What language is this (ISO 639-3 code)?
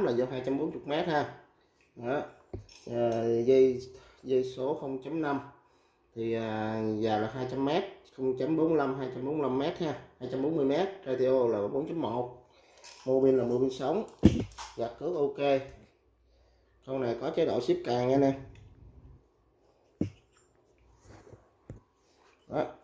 vie